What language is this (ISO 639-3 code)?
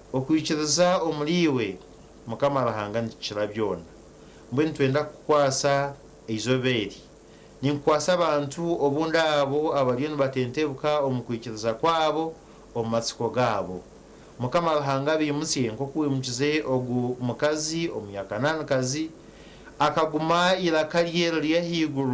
nyn